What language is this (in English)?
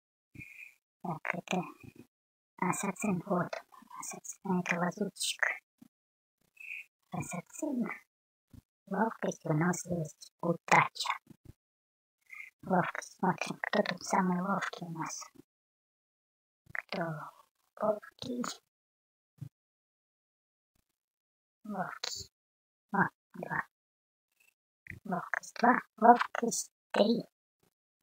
Russian